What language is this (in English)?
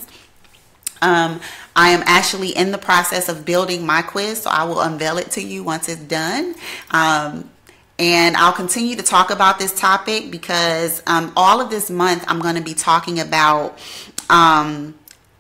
English